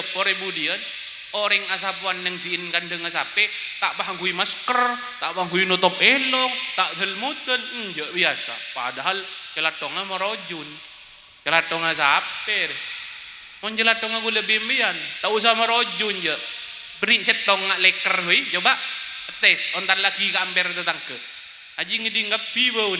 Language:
Madurese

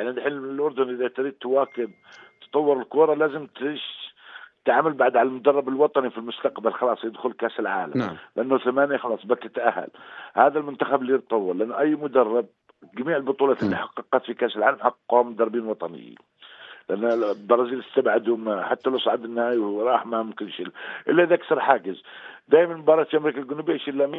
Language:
North Levantine Arabic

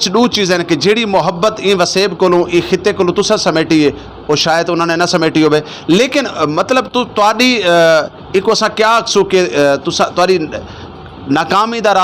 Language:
Saraiki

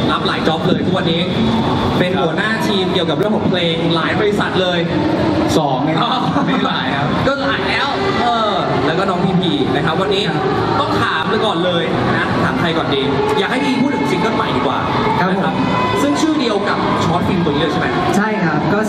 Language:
Thai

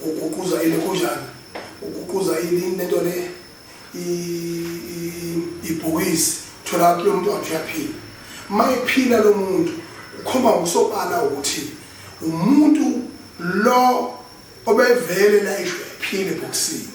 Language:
Zulu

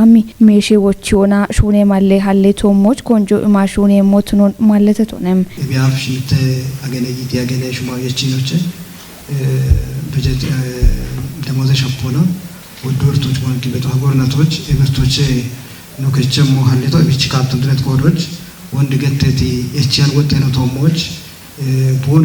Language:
Kafa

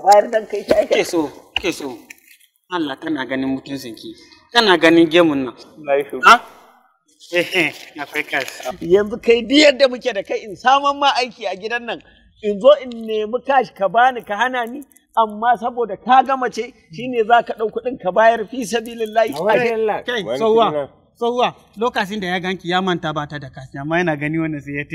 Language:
Hausa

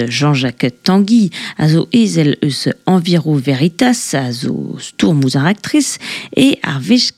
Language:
Breton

